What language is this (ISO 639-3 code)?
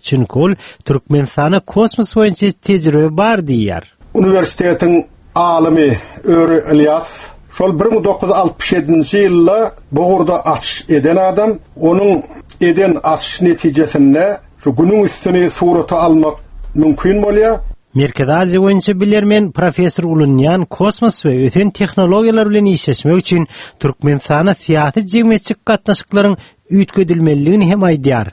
tuk